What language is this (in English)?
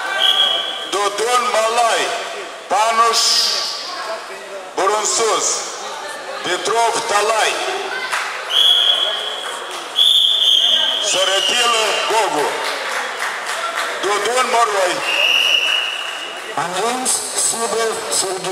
Romanian